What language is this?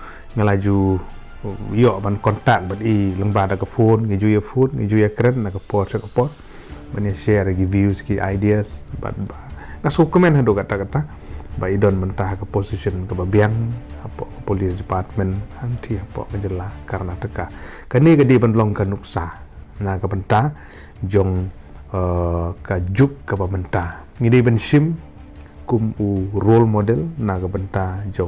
Khasi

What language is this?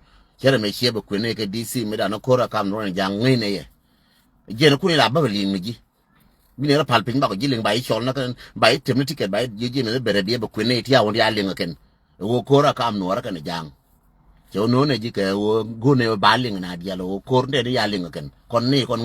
Nuer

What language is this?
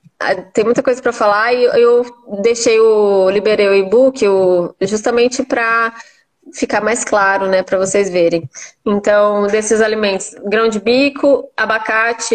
Portuguese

